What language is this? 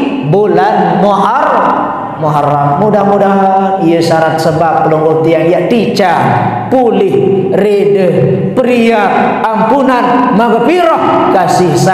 Malay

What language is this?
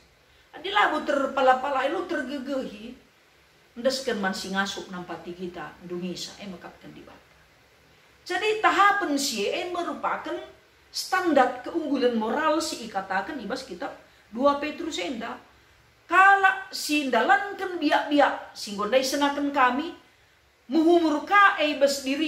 Batak Karo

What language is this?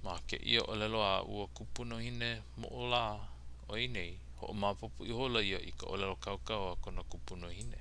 Hawaiian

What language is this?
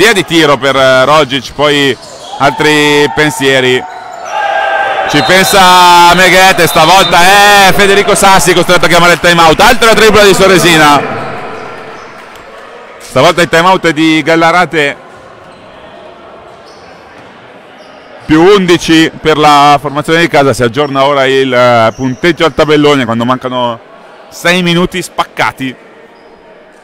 Italian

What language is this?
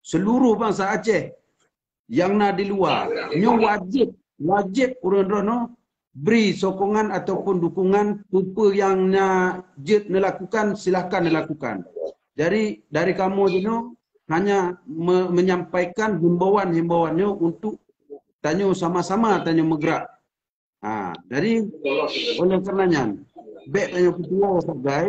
Achinese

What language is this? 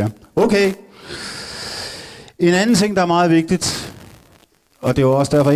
Danish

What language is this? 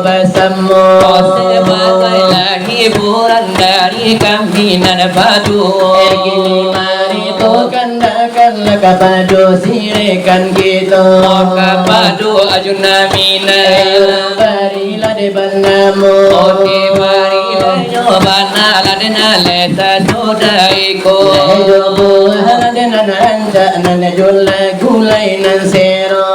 Minangkabau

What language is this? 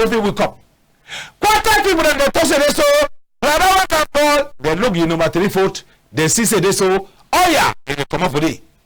Cameroon Pidgin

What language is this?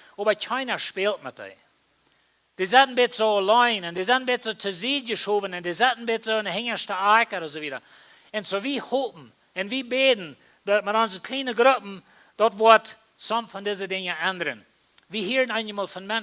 Plautdietsch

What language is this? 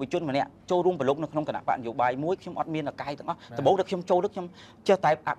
Khmer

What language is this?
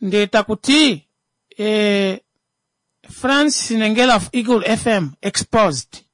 Kuanyama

